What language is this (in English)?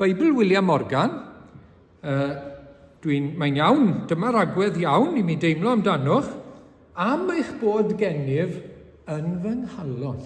Welsh